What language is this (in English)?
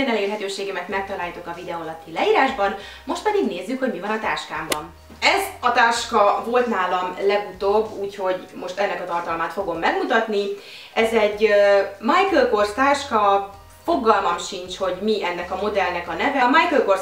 Hungarian